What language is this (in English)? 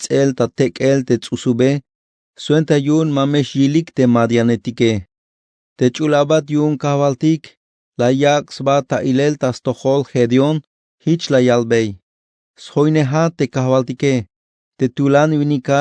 Tzeltal